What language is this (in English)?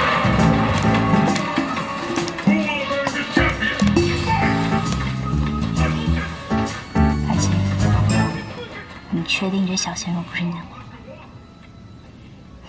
Chinese